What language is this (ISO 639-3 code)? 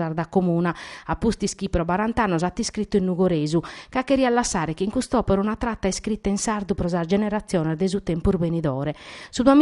srd